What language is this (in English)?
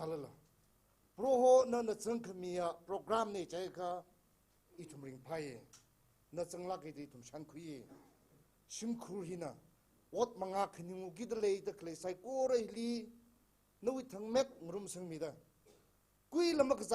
Tangkhul Naga (India)